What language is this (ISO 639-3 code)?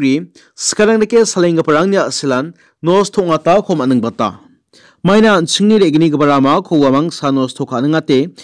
grt